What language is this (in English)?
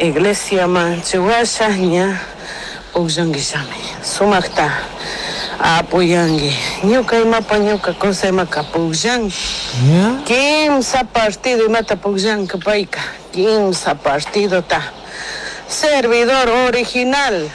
Chimborazo Highland Quichua